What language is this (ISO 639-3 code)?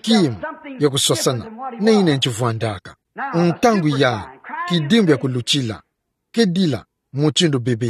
ktu